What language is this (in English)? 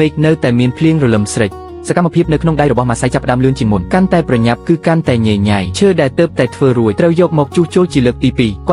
Khmer